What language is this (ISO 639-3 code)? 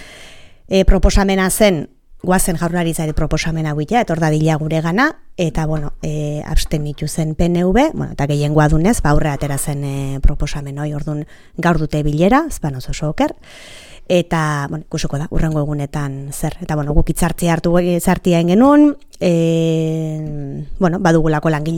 eus